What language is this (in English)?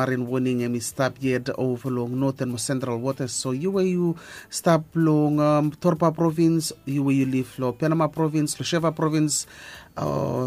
Bislama